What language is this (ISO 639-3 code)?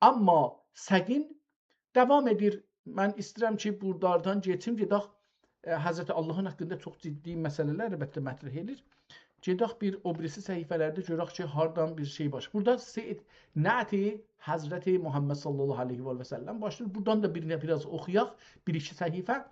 azb